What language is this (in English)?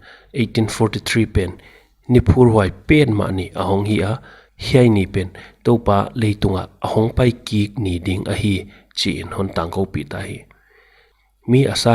Paite Chin